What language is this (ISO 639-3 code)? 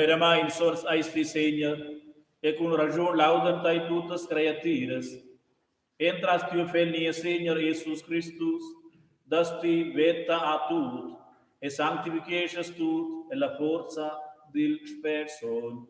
roh